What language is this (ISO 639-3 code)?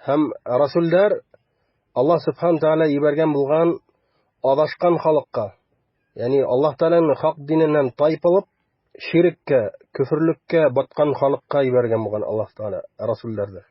bak